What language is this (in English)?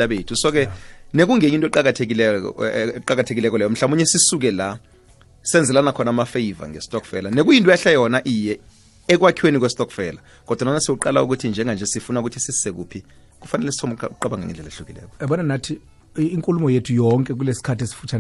South Ndebele